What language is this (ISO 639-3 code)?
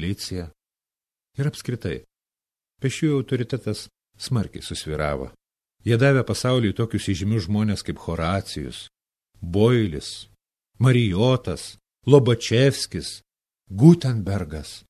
lit